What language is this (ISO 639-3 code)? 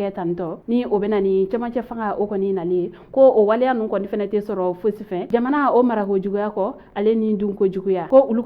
bam